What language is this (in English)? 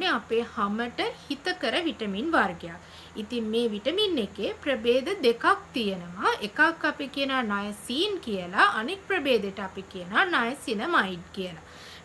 Sinhala